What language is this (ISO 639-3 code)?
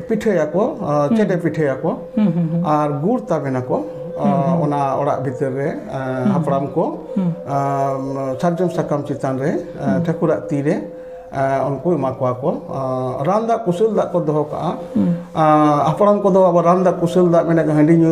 sat